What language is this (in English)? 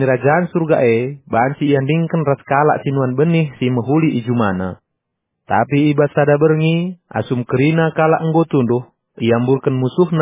Batak Karo